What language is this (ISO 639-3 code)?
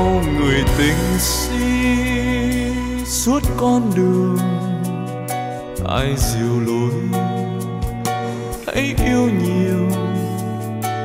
vie